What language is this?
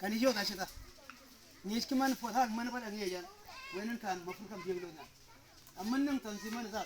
Mabaan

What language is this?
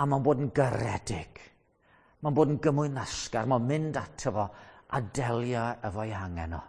Welsh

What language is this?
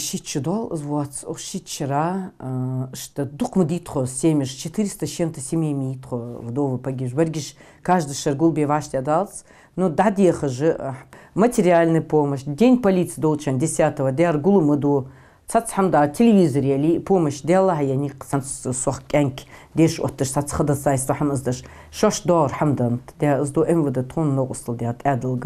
Ingush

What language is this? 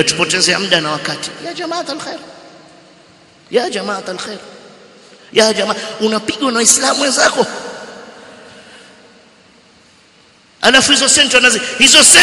Swahili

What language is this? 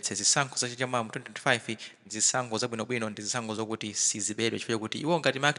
Nyanja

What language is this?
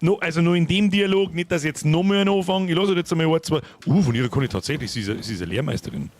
Bavarian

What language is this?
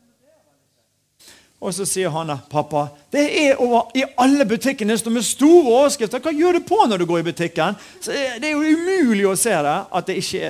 Norwegian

